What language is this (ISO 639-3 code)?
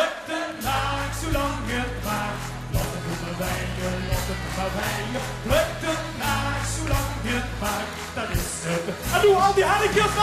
lim